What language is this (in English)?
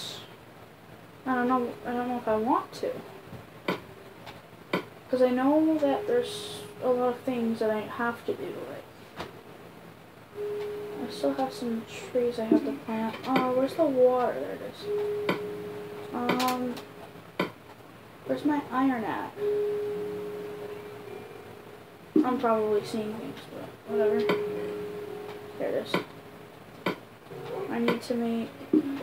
English